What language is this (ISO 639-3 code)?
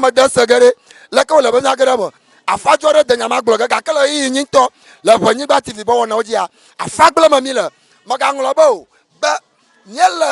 ewe